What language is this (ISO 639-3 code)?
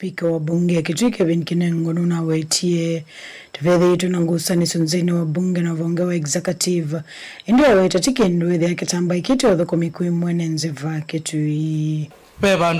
kam